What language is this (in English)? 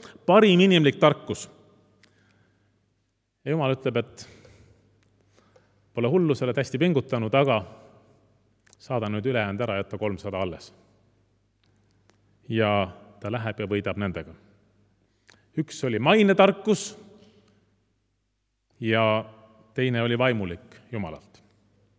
Estonian